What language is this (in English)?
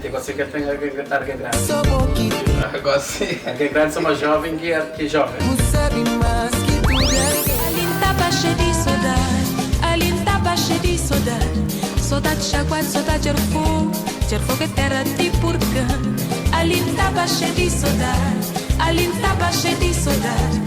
Kabuverdianu